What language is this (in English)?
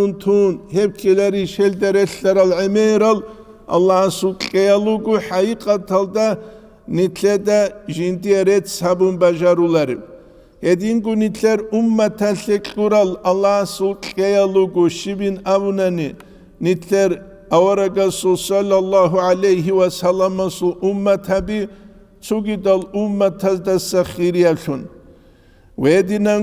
Avaric